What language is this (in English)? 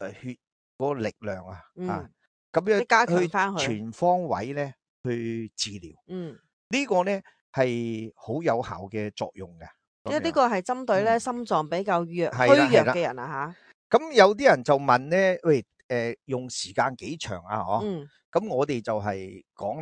Cantonese